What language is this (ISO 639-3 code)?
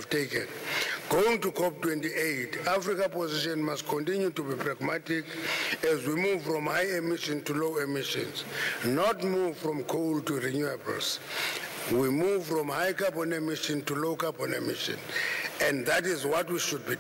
eng